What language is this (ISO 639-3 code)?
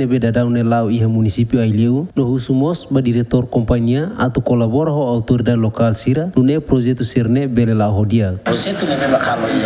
tet